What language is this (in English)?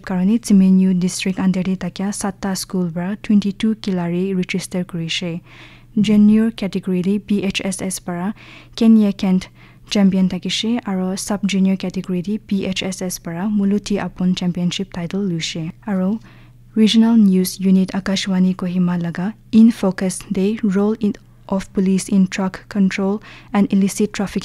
Naga Pidgin